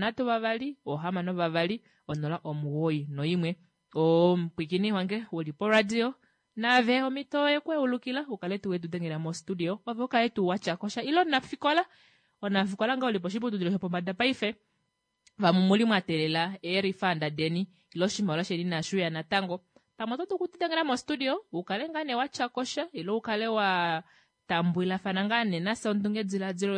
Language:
Kuanyama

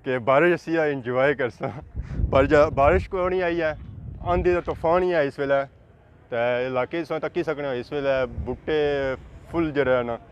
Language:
Pahari-Potwari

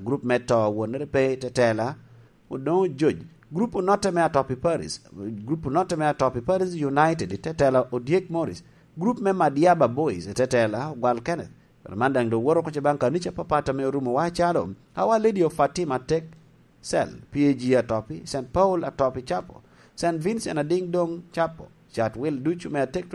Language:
Lango (Uganda)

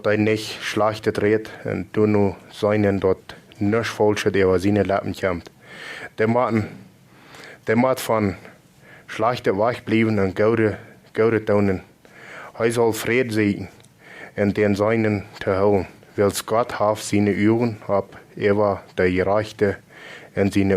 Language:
Plautdietsch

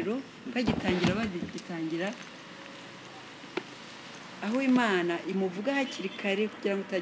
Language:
Kinyarwanda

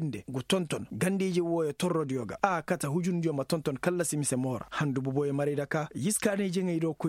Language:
Koyraboro Senni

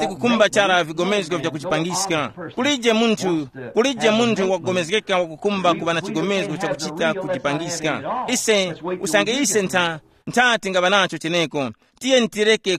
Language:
Tumbuka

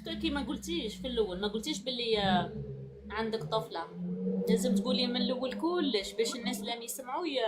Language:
Algerian Arabic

